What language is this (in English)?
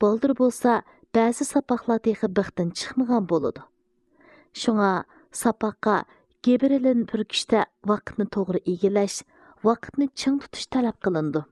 Uyghur